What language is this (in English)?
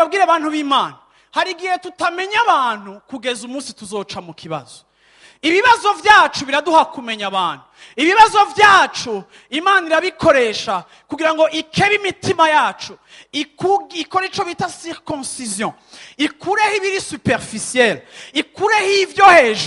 Rundi